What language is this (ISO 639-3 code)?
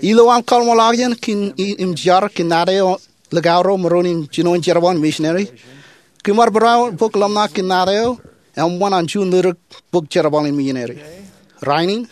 mah